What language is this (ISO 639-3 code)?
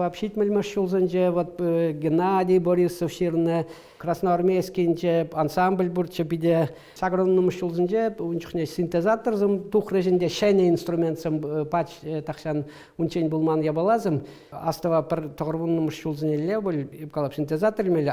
chv